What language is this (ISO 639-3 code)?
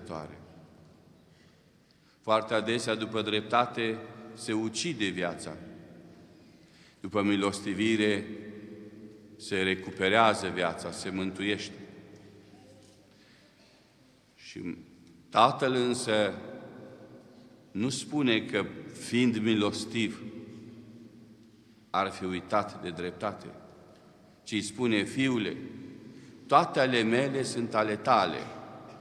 ron